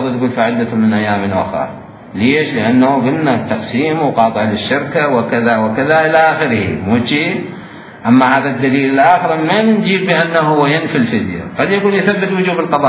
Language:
Mesopotamian Arabic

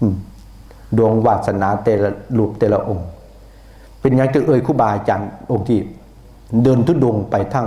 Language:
Northeastern Thai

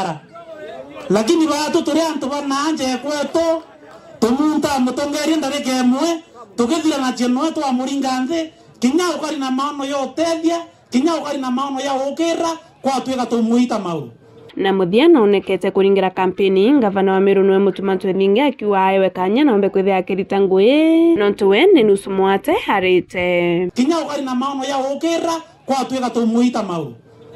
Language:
Meru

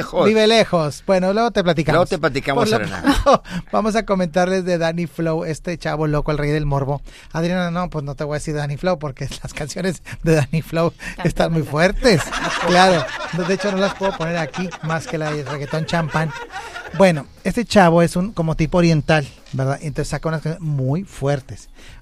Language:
Spanish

